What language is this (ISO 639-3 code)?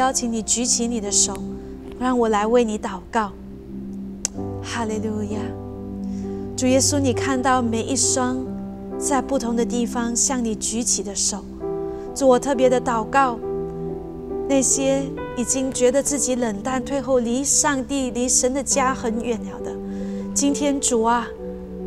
zho